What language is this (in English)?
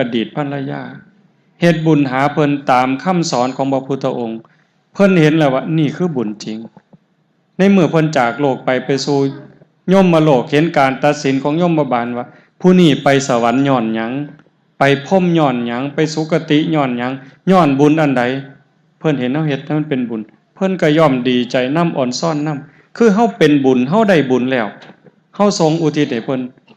Northeastern Thai